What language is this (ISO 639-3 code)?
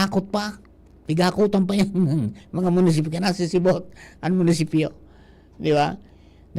bik